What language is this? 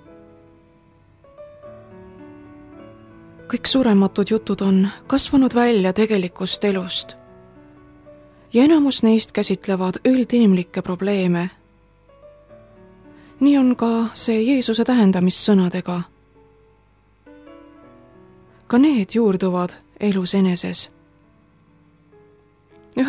Estonian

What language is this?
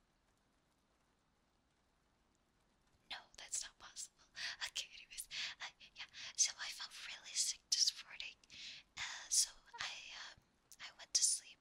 English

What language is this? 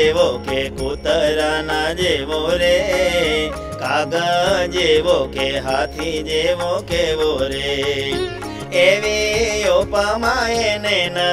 Gujarati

